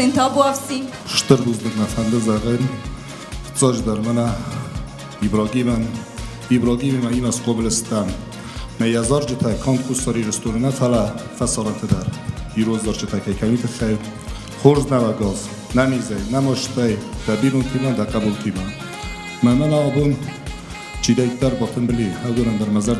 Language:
Ossetic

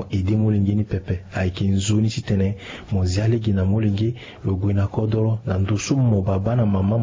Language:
Sango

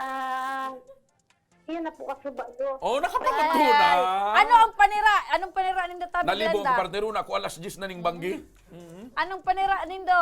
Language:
Bikol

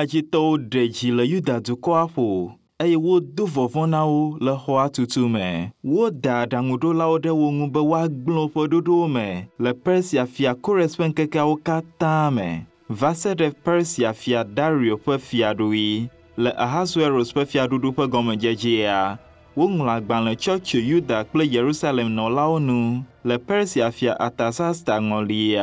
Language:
Ewe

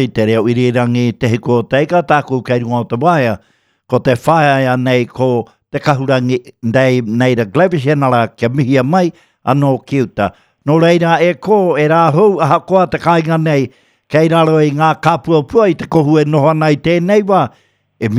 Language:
Māori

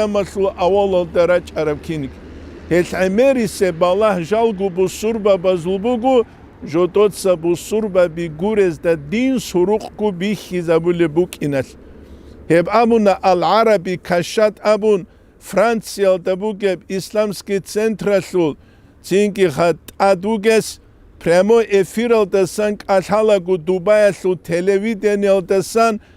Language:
Avaric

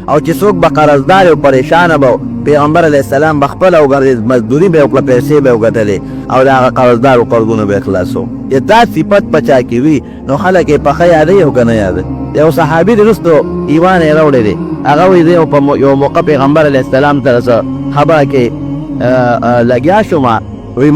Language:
Pashto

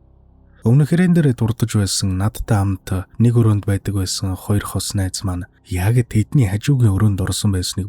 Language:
Mongolian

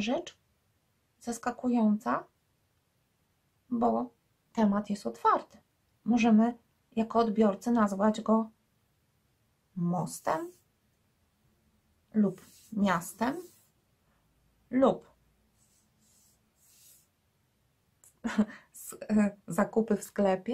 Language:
Polish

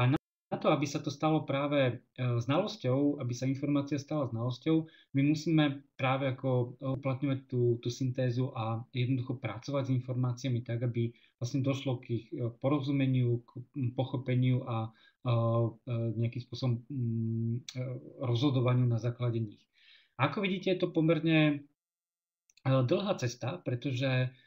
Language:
Slovak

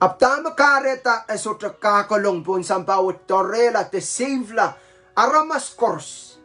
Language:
Pohnpeian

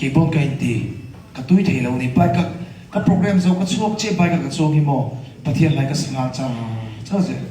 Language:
Mizo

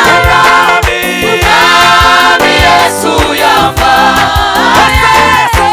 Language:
Kinyarwanda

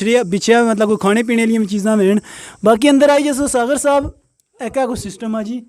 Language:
Pahari-Potwari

